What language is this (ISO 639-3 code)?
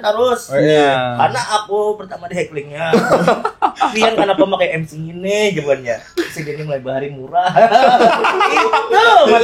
bjn